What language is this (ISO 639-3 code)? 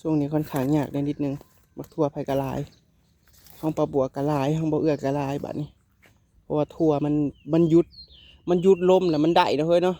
tts